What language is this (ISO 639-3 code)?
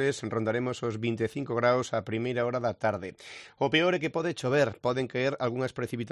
glg